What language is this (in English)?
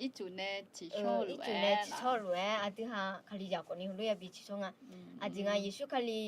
Akha